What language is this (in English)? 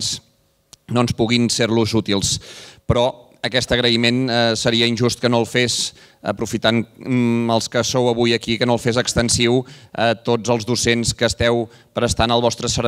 Catalan